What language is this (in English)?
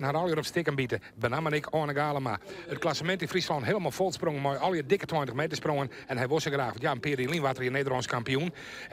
Western Frisian